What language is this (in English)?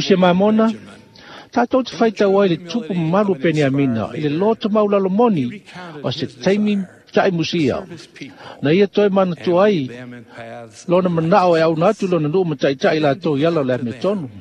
Samoan